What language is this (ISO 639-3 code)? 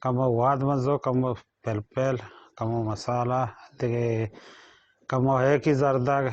bal